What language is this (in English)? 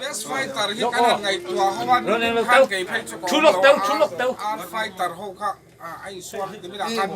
Mizo